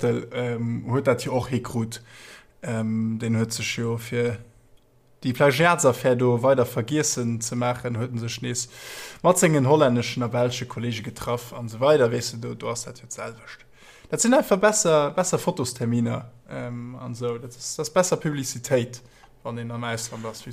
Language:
Luxembourgish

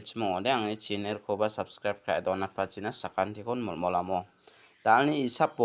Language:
Garo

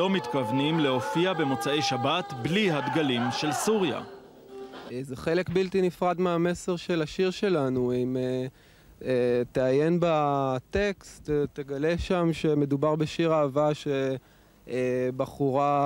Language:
Hebrew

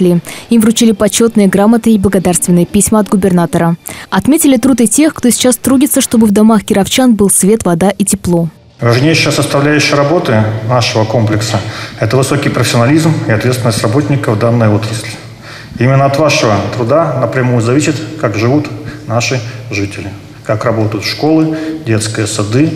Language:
Russian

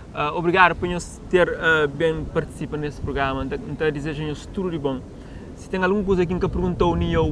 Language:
Kabuverdianu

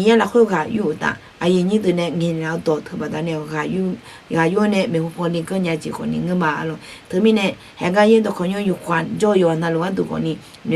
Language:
Akha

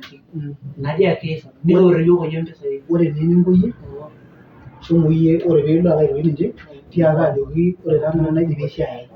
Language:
Masai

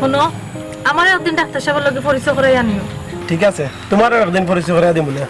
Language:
Sylheti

